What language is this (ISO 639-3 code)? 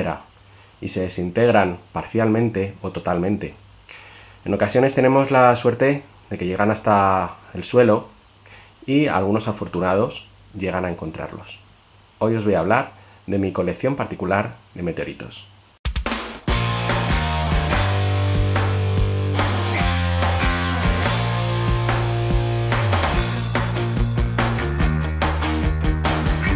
spa